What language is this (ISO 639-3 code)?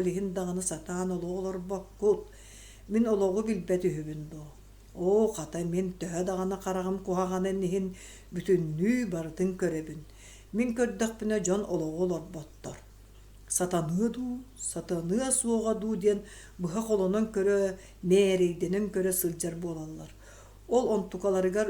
sah